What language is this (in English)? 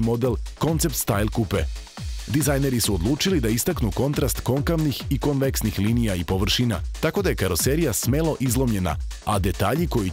Serbian